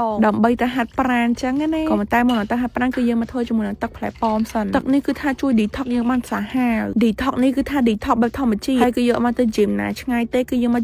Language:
Khmer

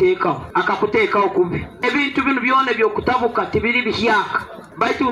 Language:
Nyoro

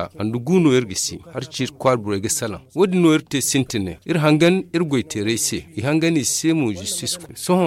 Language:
Zarma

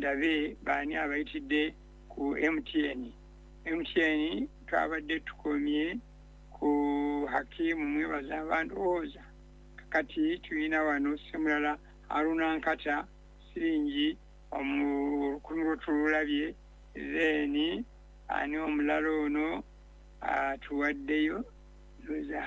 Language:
Ganda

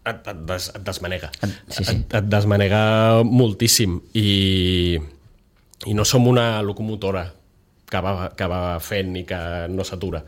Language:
Catalan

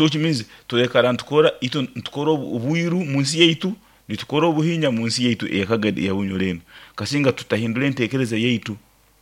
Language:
Nyoro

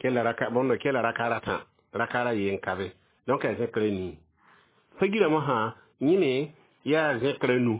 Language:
Mossi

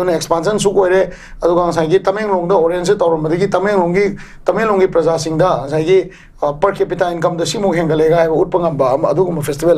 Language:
Manipuri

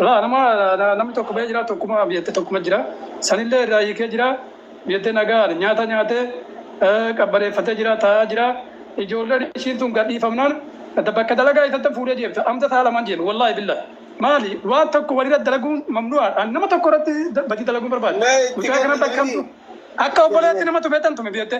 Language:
Oromo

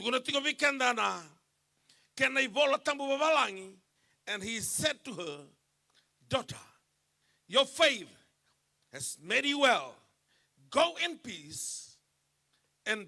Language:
Fijian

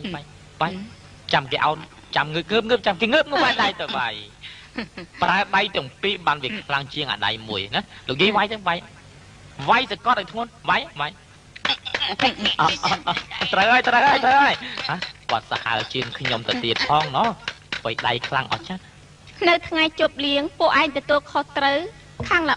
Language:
Khmer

